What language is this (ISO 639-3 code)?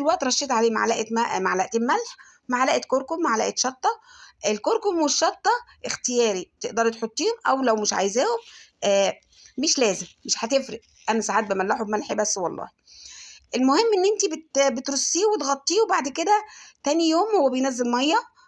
arz